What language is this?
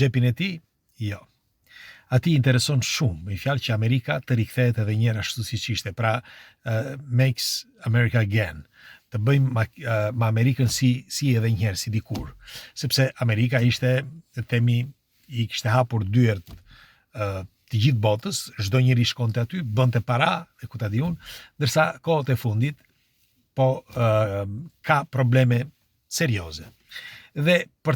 Albanian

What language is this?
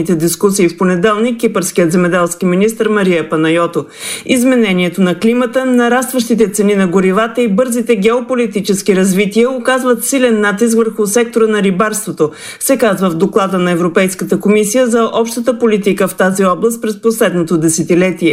Bulgarian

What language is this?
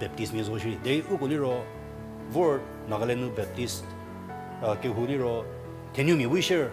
Angami Naga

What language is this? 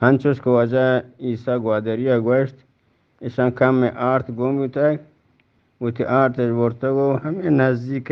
Eastern Balochi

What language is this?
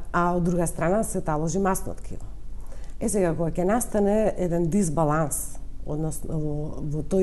Macedonian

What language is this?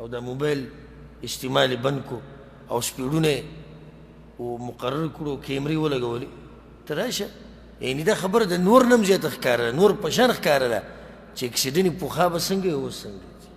Pashto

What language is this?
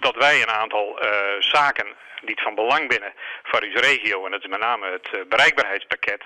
Western Frisian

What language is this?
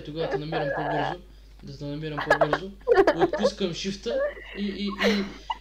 Bulgarian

